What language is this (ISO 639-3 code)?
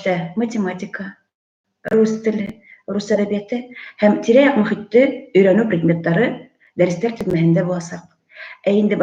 bak